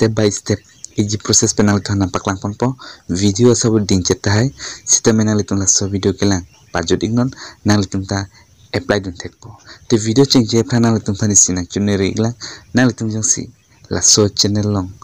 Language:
Karbi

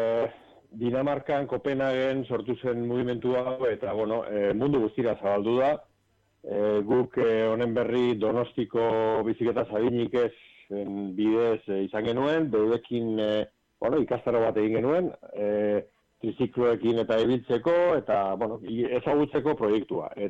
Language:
Basque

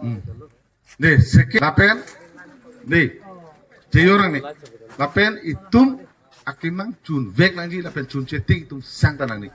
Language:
Karbi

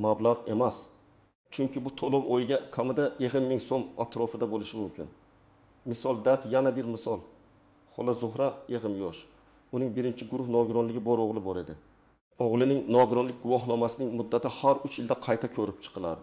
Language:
Uzbek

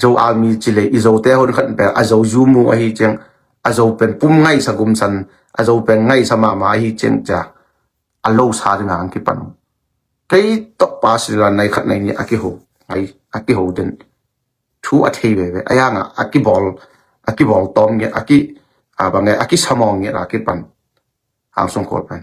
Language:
Tedim Chin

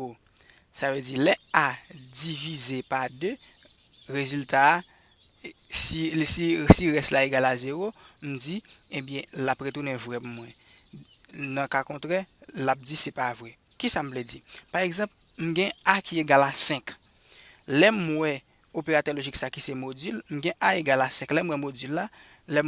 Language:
Haitian Creole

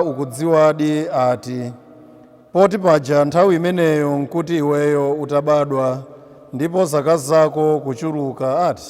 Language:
Nyanja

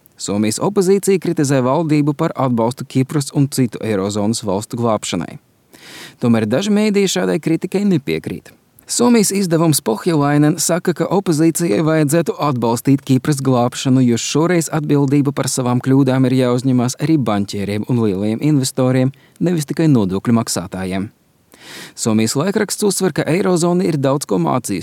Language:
Latvian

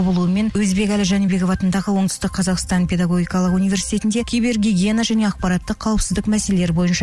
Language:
Kazakh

